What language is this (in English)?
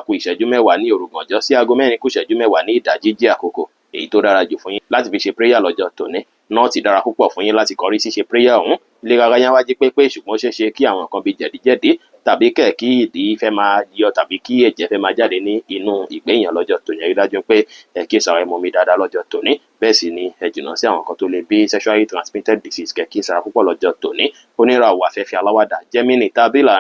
Yoruba